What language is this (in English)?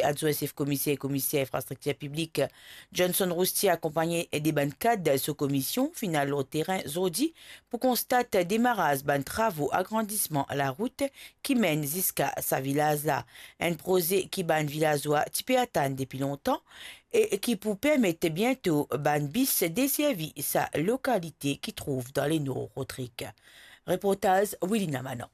Morisyen